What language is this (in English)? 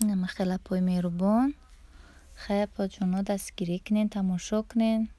Tajik